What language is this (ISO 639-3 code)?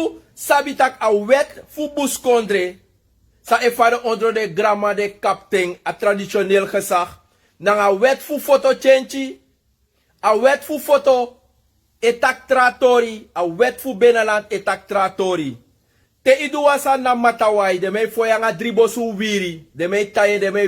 srn